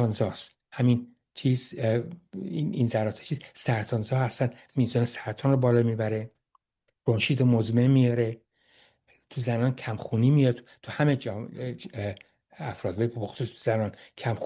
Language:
Persian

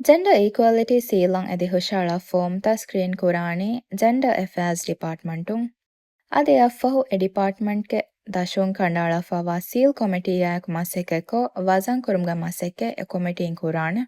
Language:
Divehi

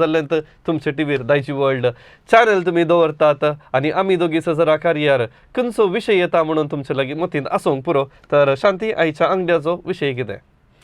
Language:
Konkani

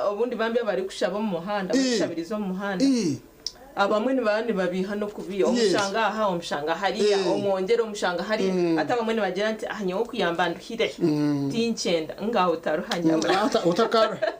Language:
Nyankole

